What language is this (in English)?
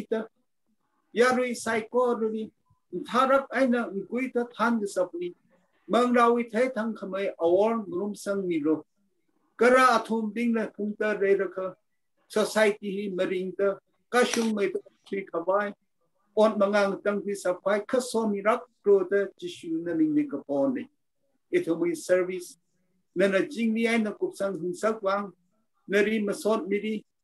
Tangkhul Naga (India)